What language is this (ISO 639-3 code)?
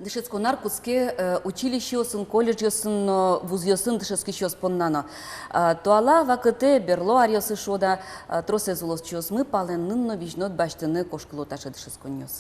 udm